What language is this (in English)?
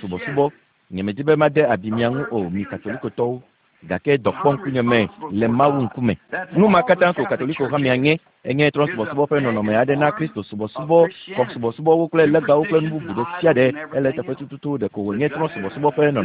Ewe